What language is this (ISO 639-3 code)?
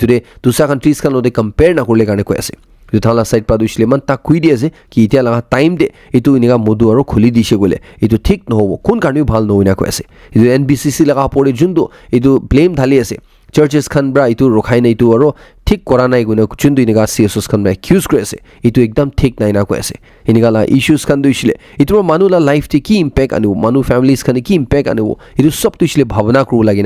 nag